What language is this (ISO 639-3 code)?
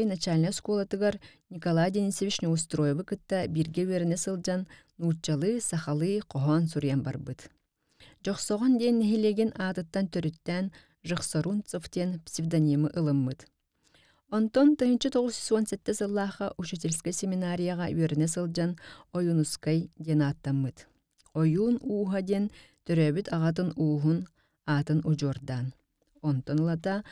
sah